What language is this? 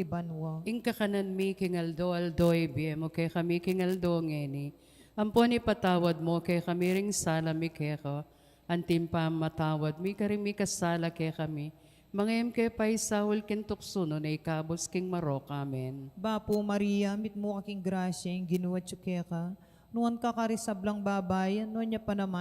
Pampanga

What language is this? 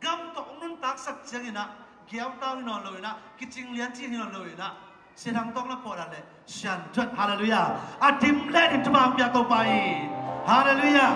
Tedim Chin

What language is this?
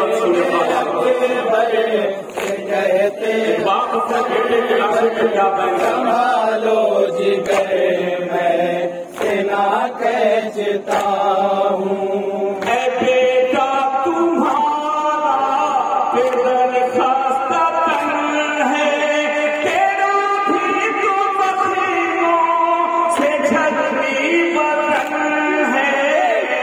Urdu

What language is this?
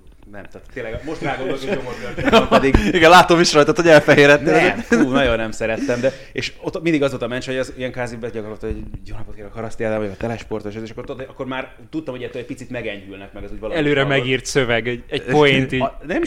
Hungarian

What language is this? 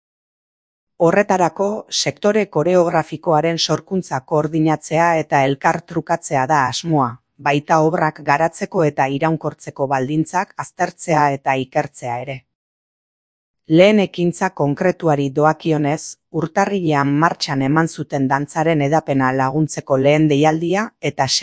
Basque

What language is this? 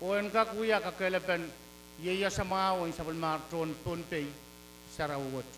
Pohnpeian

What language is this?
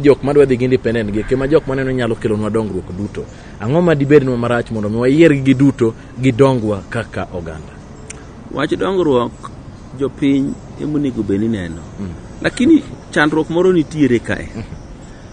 Luo (Kenya and Tanzania)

